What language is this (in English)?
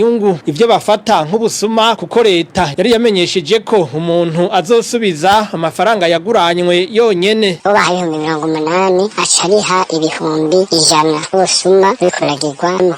Rundi